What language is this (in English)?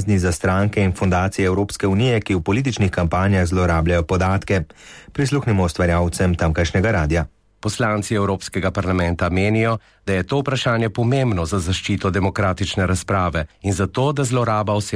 Slovenian